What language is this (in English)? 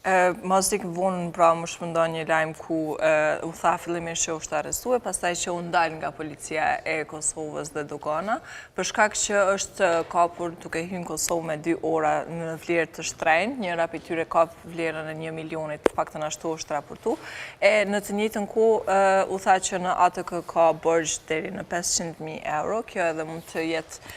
Albanian